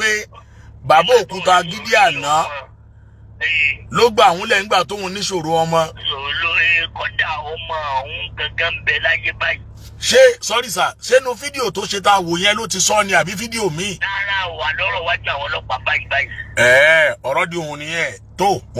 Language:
Yoruba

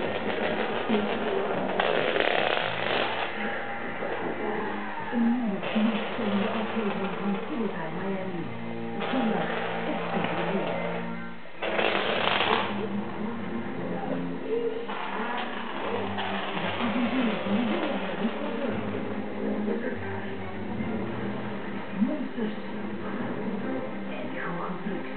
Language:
Dutch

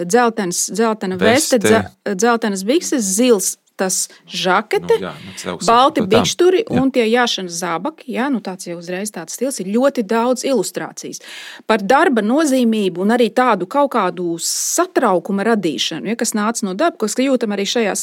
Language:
Latvian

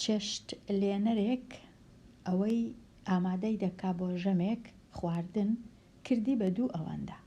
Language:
Central Kurdish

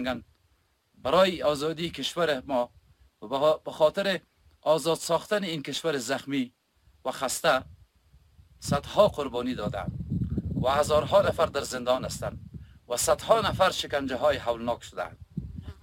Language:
Persian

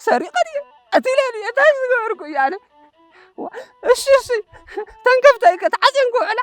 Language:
Tigrinya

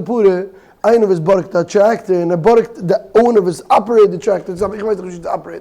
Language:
Yiddish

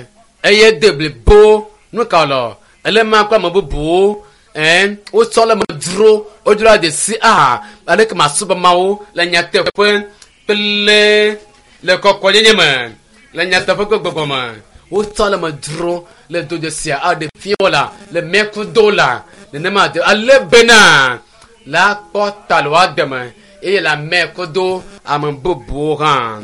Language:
Ewe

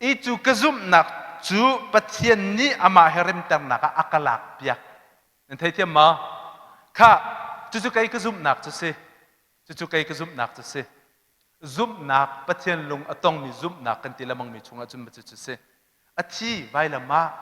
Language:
Hakha Chin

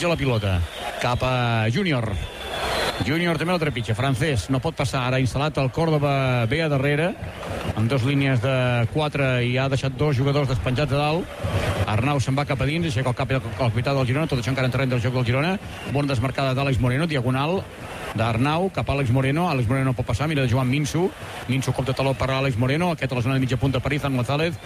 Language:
Catalan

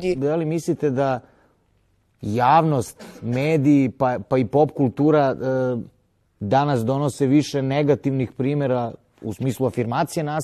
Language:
Serbian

